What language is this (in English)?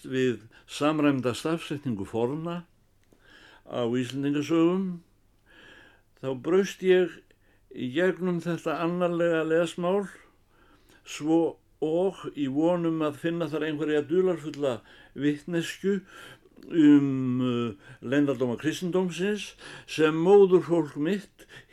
Icelandic